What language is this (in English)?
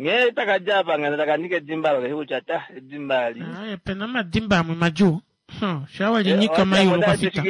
Kuanyama